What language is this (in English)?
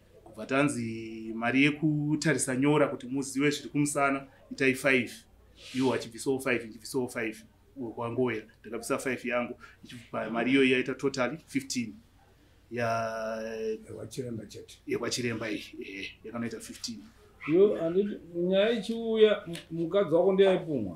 Shona